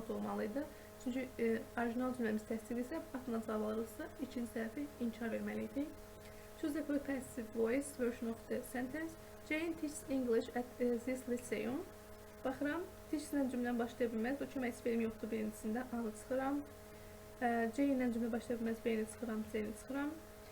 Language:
Azerbaijani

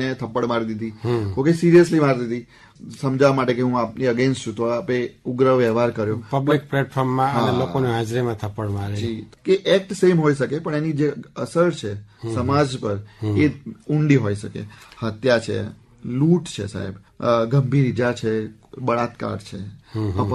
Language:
Gujarati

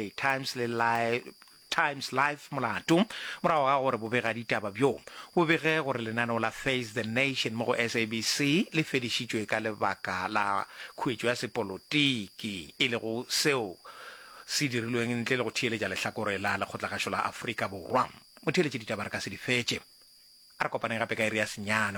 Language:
Northern Sotho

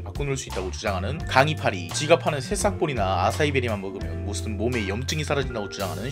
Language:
Korean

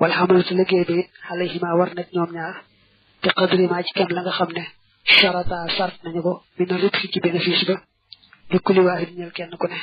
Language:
Wolof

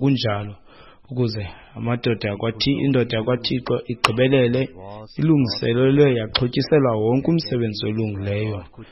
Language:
Xhosa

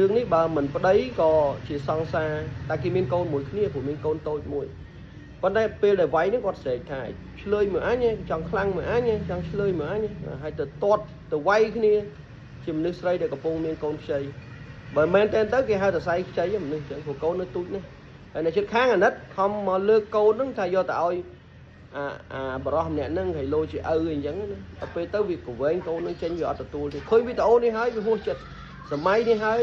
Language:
Khmer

